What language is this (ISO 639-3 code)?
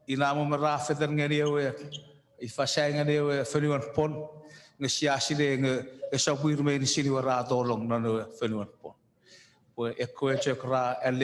chk